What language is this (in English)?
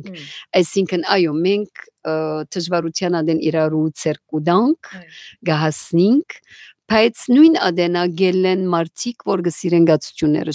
Western Armenian